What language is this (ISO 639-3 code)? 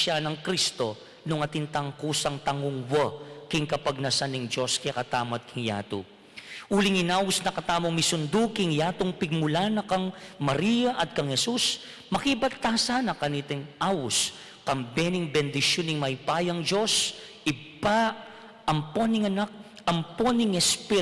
pam